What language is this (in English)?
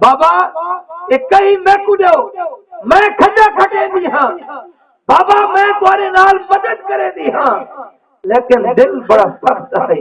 Saraiki